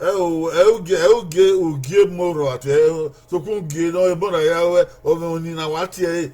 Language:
Bini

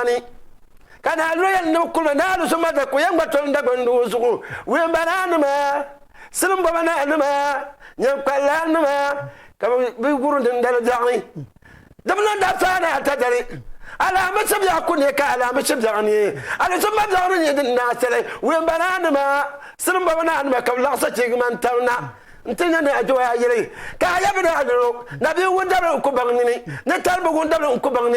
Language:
Dagbani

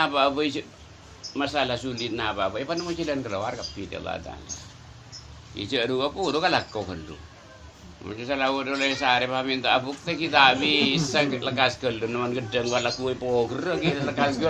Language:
Madurese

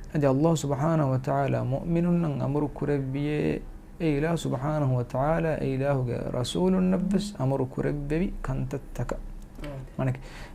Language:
Divehi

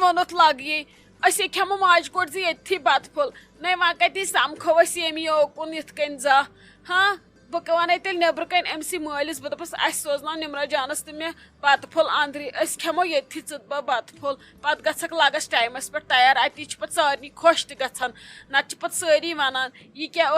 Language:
Kashmiri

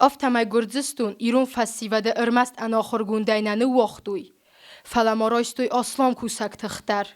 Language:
Ossetic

